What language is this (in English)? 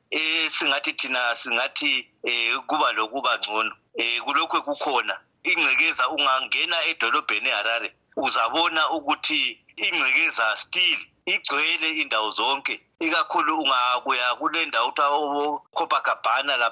North Ndebele